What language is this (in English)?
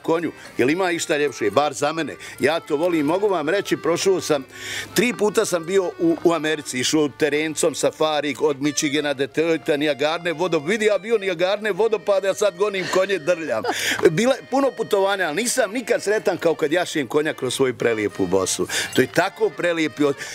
Bosnian